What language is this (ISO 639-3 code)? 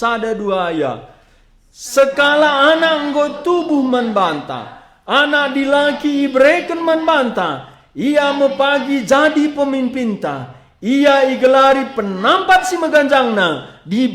btx